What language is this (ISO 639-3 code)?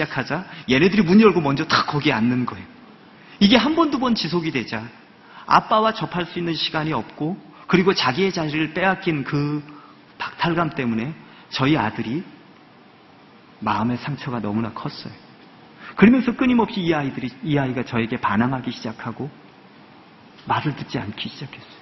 kor